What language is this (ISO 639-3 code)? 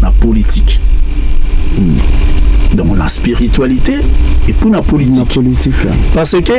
lin